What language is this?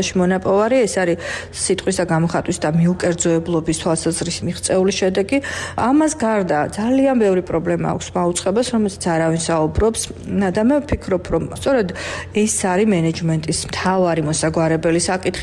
Georgian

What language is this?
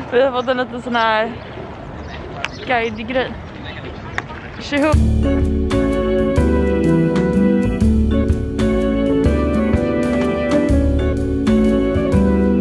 Swedish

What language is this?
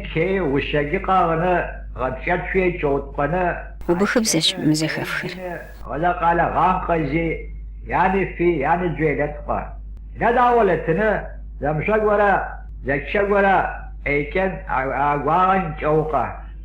Kabardian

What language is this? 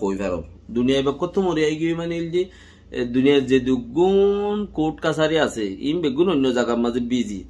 Rohingya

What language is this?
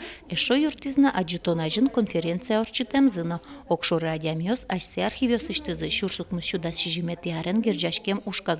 Udmurt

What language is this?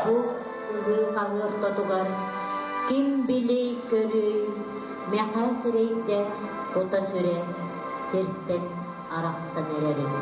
Yakut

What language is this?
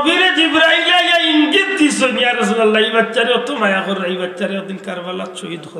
Sylheti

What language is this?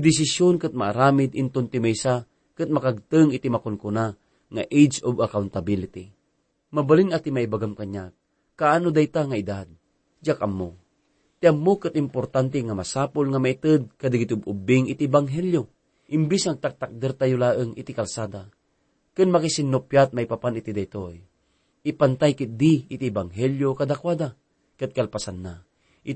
Iloko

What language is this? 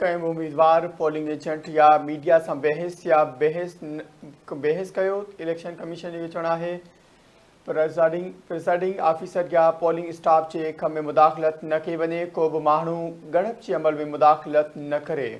Sindhi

